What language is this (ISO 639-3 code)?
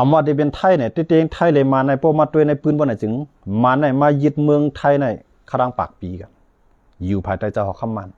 shn